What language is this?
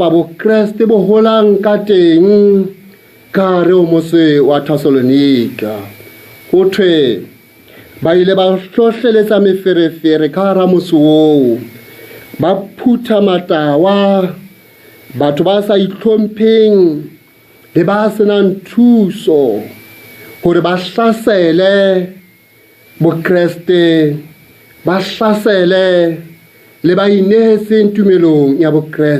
Southern Sotho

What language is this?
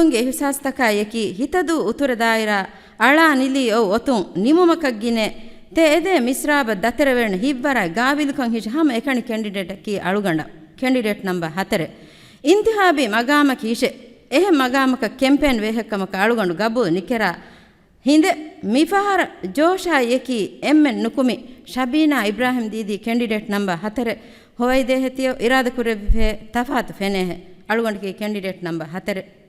Divehi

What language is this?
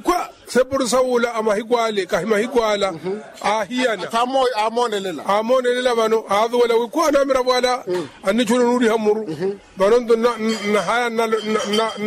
Makhuwa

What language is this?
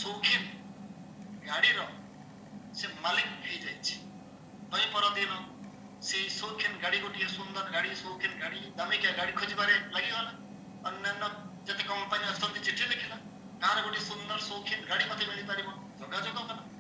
Odia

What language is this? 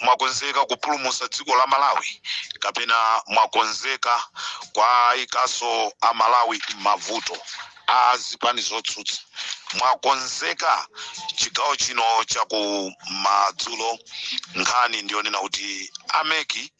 Nyanja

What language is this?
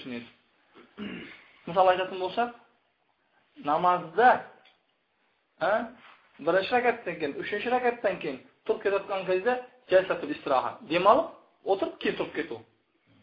Kazakh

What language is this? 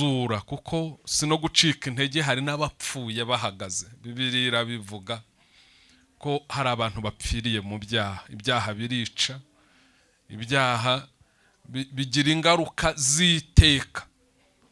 Kinyarwanda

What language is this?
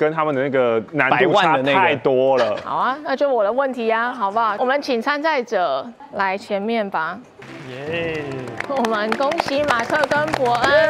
Chinese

